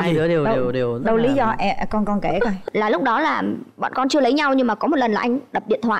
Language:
Vietnamese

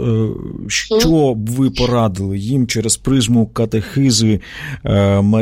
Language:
Ukrainian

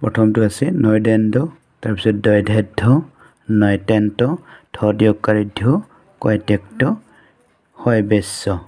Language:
Assamese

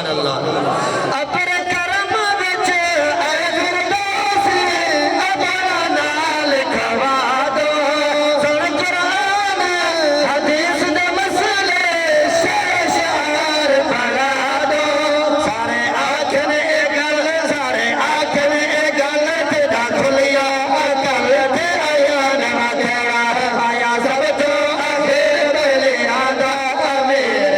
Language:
Saraiki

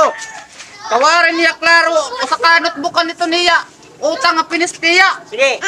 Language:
Waray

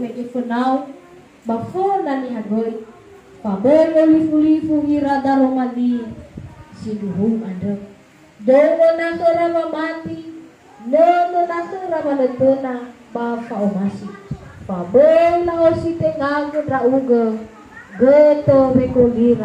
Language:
Nias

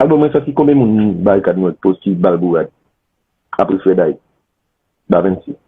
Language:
Haitian Creole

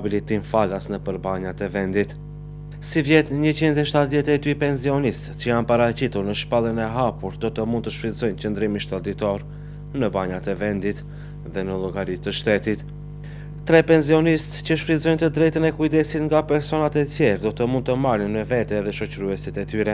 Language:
Albanian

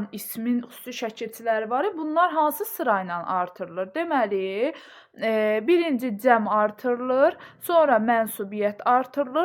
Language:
Azerbaijani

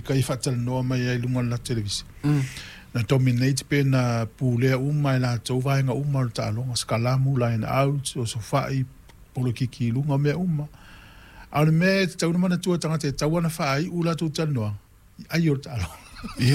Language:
Samoan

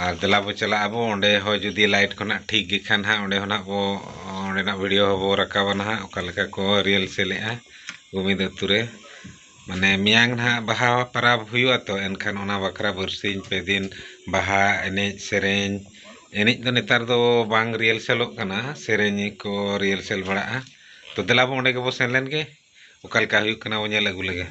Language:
Santali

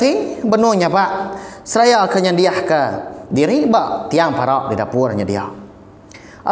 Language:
Iban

